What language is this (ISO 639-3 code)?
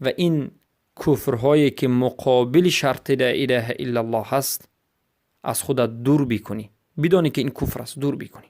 fas